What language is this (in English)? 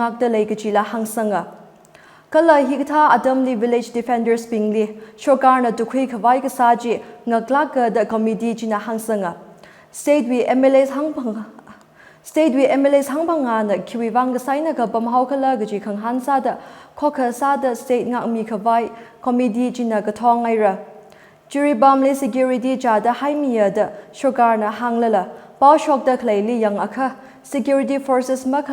Tangkhul Naga (India)